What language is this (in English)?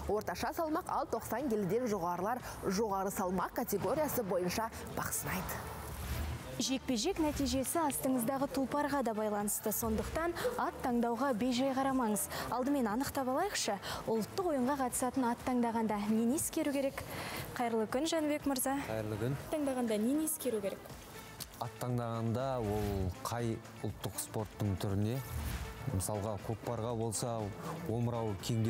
Kazakh